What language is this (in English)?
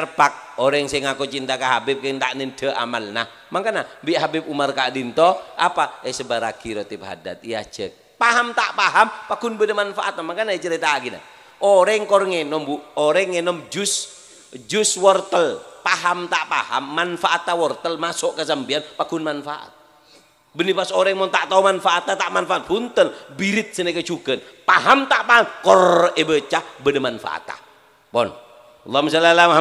Madurese